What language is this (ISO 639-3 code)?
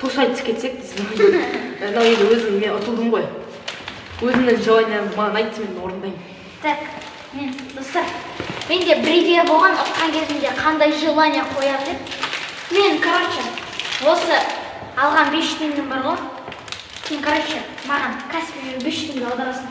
kaz